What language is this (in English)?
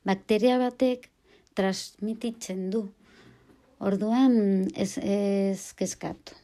Basque